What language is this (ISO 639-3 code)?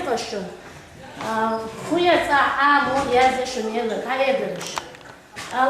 che